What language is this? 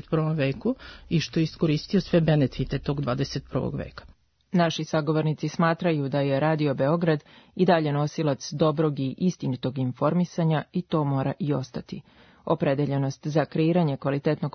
Serbian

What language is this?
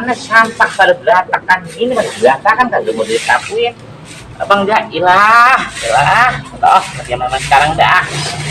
Betawi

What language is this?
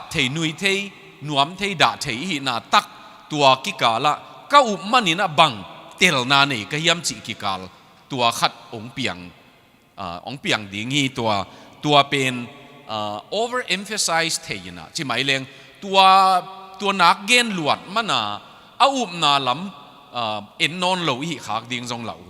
Tedim Chin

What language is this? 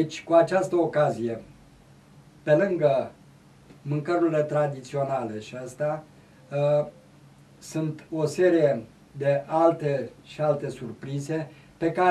Romanian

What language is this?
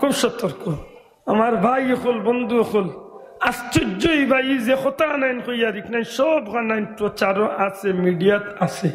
Sylheti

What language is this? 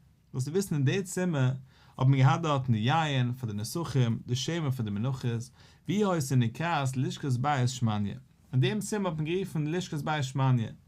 Yiddish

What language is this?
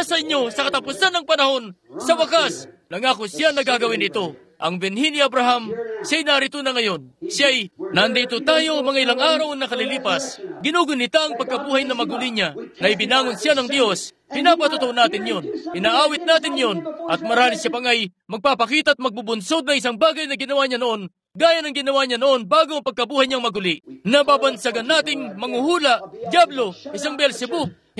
Filipino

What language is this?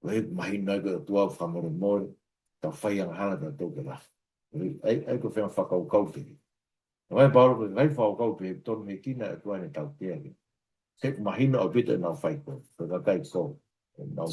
Tongan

